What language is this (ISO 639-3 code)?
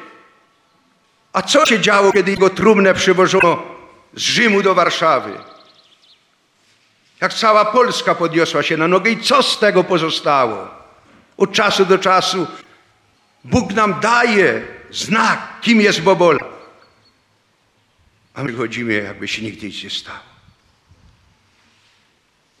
pol